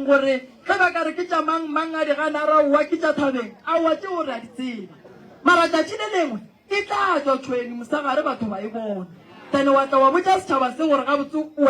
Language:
Northern Sotho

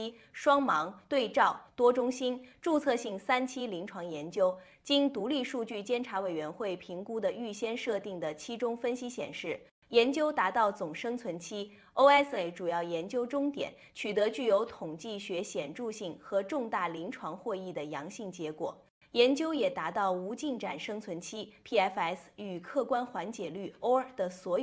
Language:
Chinese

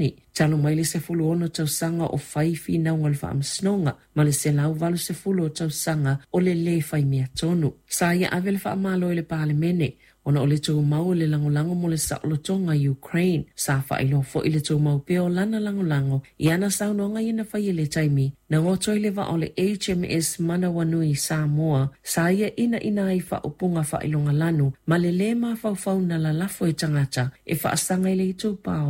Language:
Samoan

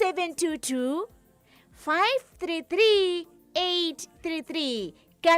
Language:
Kamba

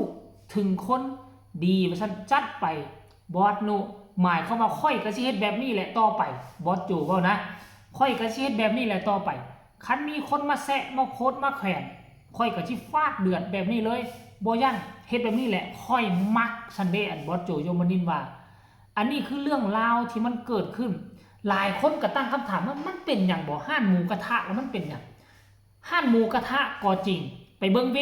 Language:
Northeastern Thai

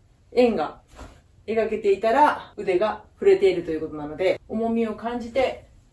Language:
Japanese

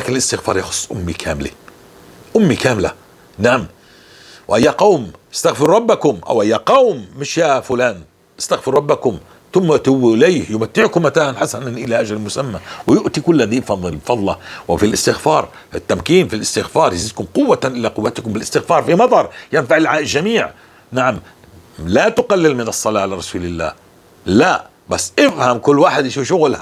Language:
North Levantine Arabic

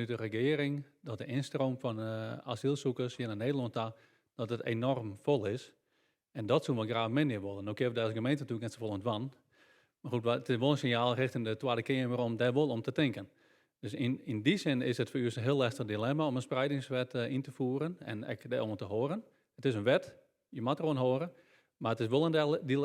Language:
Western Frisian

